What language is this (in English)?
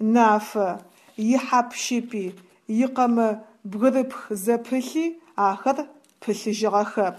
Adyghe